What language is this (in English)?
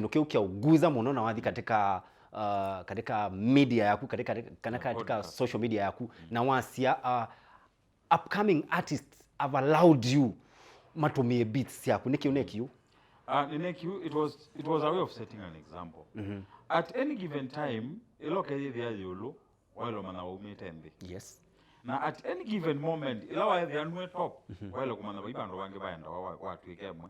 Kamba